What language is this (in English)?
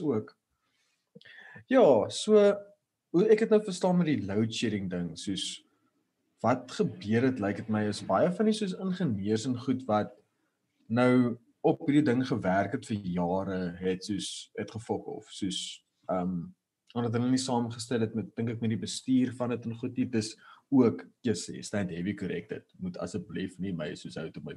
Afrikaans